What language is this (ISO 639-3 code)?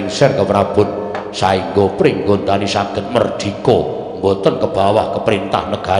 jav